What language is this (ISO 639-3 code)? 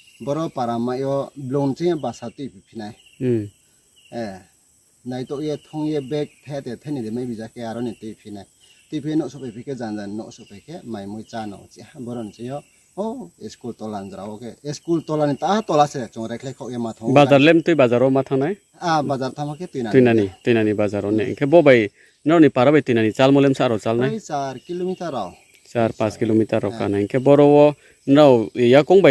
ria